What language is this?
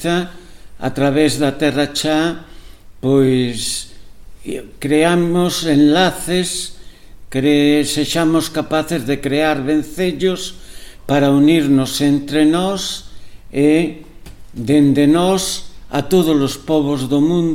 Galician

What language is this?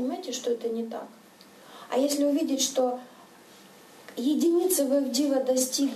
Russian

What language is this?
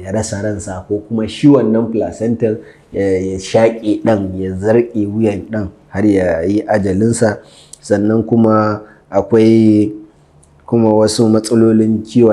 Hausa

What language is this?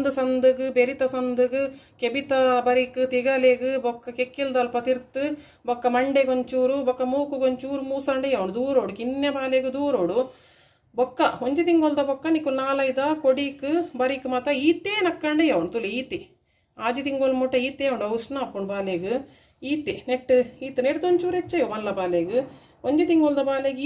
Tulu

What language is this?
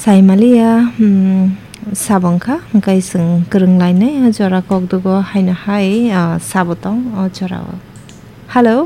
Kok Borok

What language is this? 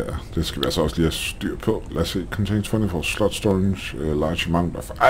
Danish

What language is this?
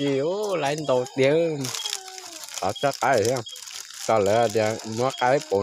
Hmong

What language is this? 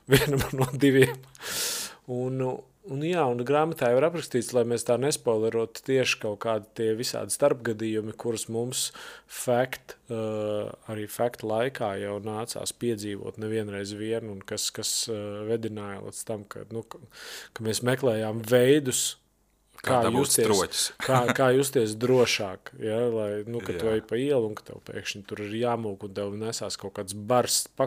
Latvian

